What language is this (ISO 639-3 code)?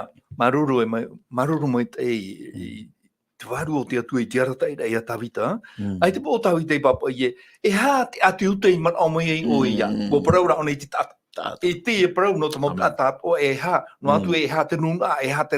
tah